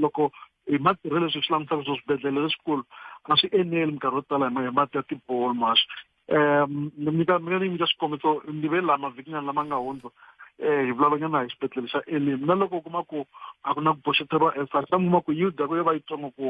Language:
Tsonga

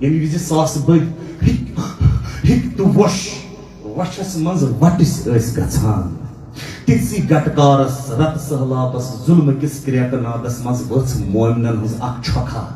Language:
Kashmiri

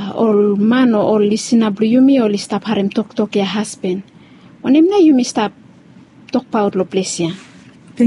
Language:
Bislama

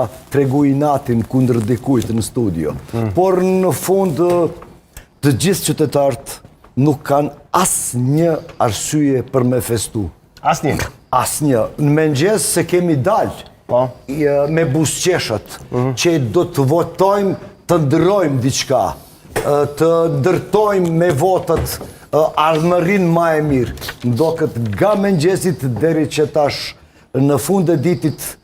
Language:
Albanian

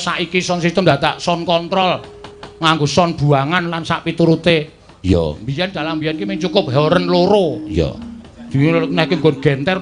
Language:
Javanese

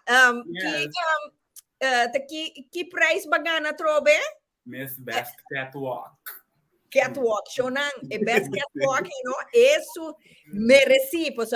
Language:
Papiamento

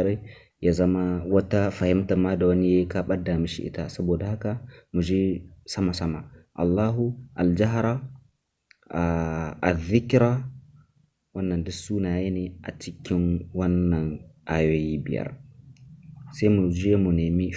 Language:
Hausa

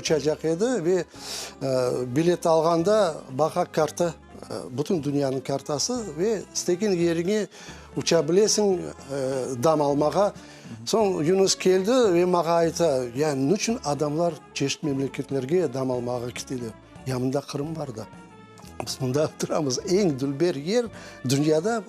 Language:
Crimean Tatar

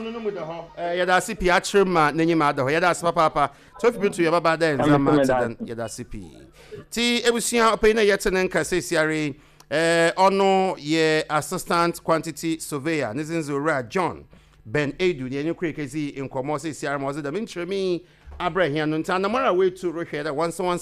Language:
Akan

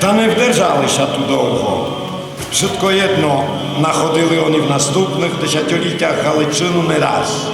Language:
Rusyn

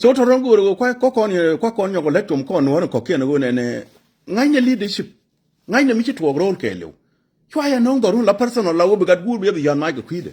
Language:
Nuer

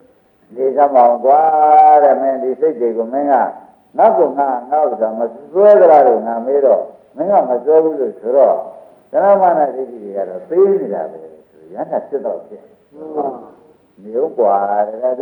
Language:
Burmese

